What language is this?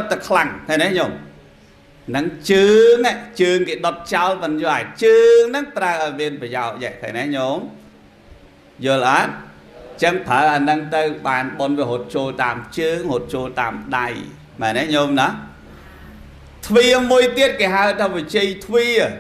Khmer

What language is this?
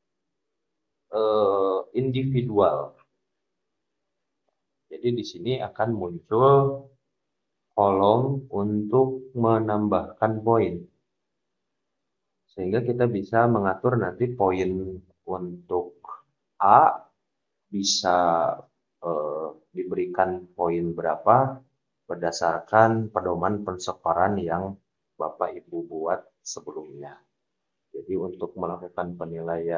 Indonesian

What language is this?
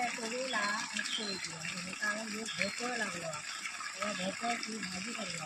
Konkani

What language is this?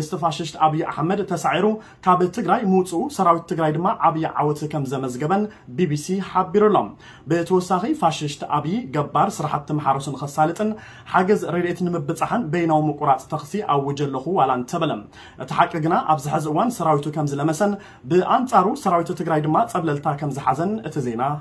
Tigrinya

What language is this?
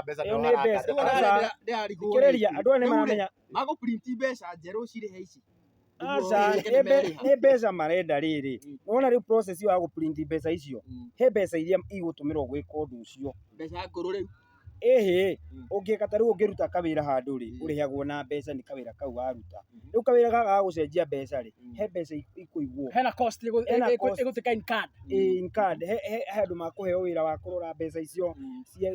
Kikuyu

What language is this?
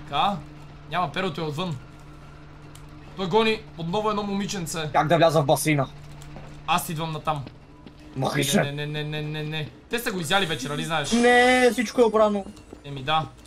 Bulgarian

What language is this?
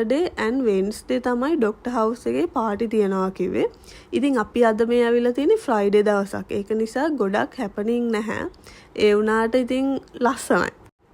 Sinhala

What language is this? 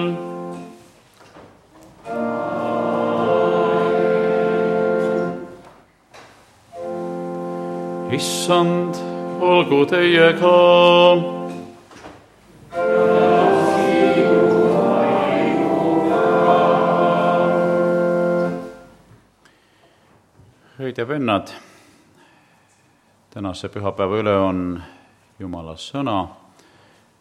Estonian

